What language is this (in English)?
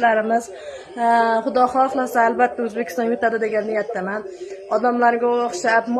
Uzbek